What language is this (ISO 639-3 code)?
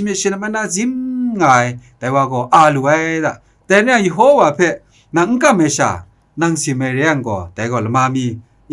kac